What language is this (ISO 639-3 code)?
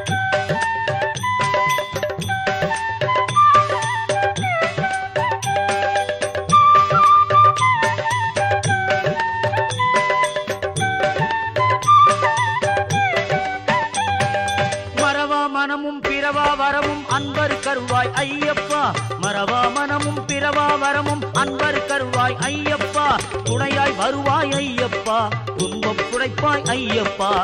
tam